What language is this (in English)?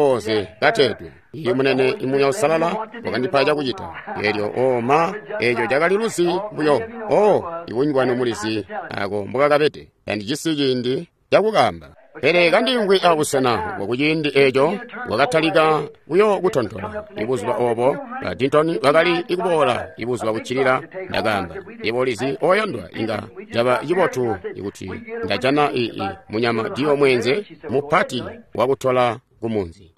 Tonga (Zambia)